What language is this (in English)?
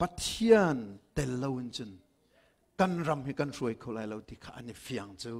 Hakha Chin